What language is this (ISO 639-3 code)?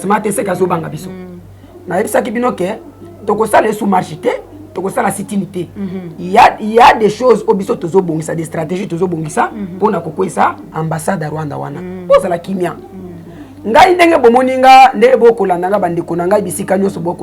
lin